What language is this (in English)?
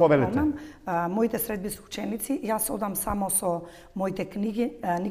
Macedonian